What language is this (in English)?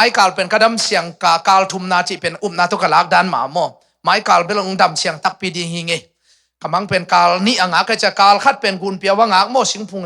Tedim Chin